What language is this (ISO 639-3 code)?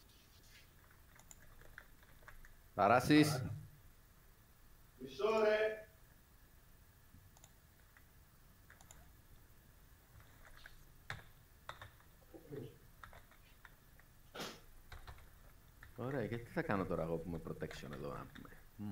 ell